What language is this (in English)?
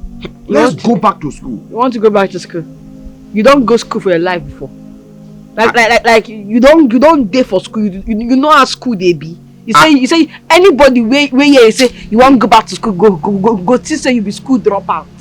Nigerian Pidgin